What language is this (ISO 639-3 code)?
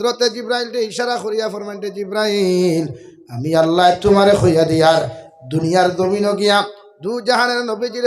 syl